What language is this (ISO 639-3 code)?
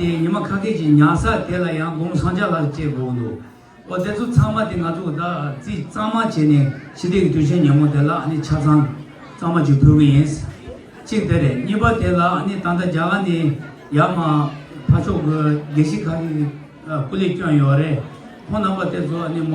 bod